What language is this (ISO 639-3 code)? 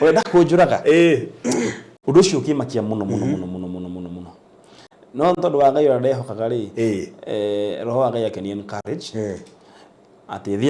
kik